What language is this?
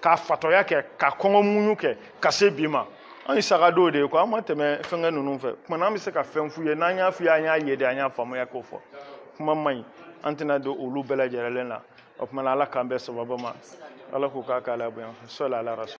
Bambara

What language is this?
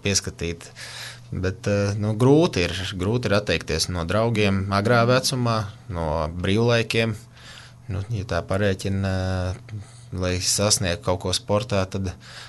Latvian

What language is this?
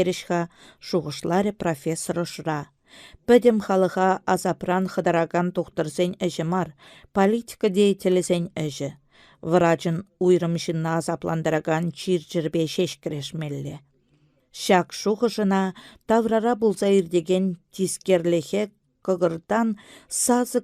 Chuvash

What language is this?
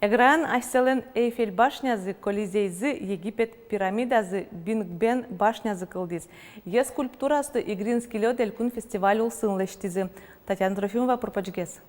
Udmurt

